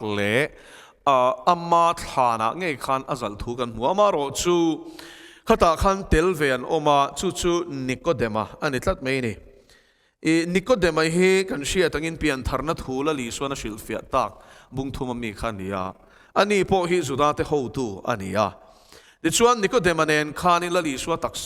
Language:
Mizo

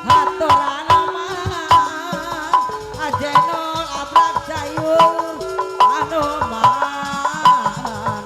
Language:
Sundanese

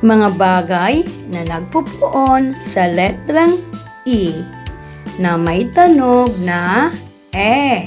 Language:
Bikol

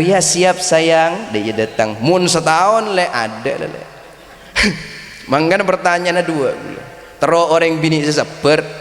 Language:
Madurese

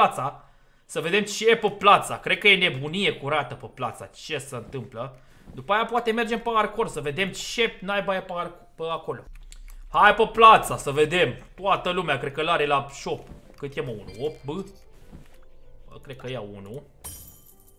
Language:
Romanian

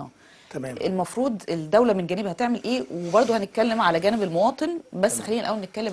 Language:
Egyptian Arabic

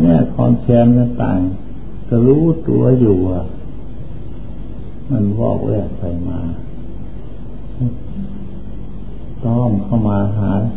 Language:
Thai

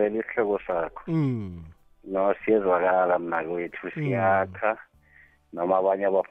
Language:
South Ndebele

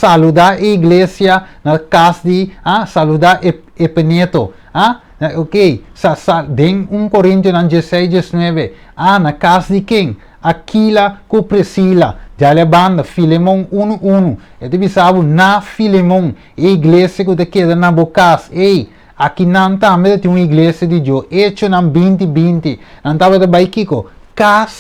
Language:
Papiamento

